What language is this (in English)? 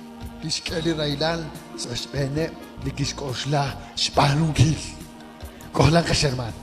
Kekchí